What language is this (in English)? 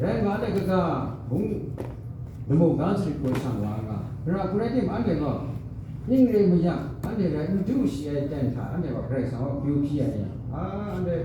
Kachin